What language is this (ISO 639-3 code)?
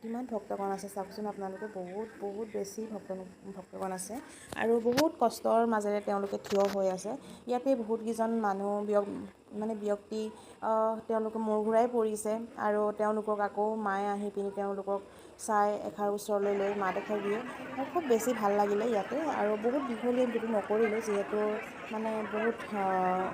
asm